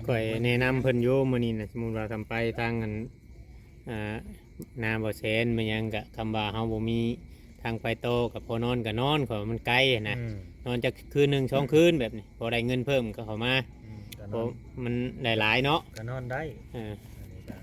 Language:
Northeastern Thai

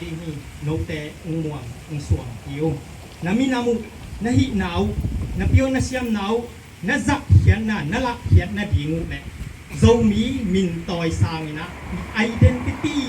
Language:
Tedim Chin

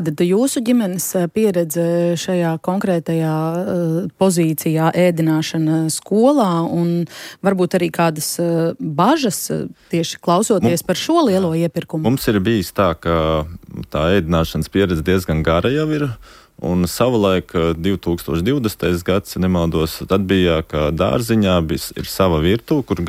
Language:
Latvian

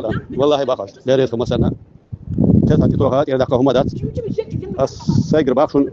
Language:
Chechen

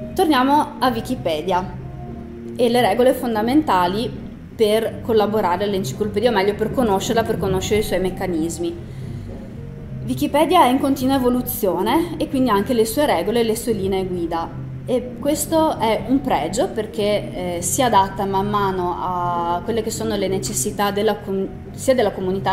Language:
Italian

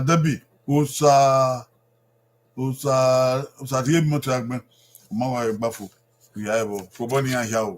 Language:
Bini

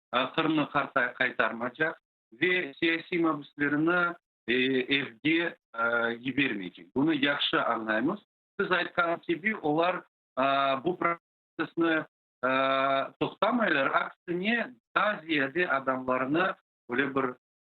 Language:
Crimean Tatar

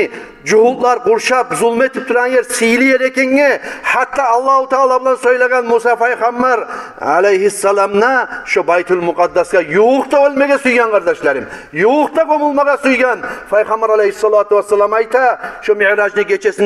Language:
Kumyk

